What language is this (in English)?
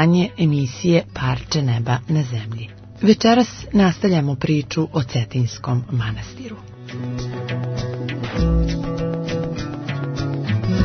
Serbian